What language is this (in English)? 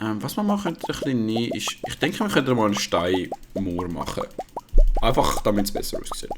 Swiss German